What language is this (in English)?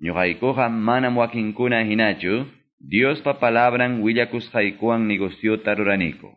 Quechua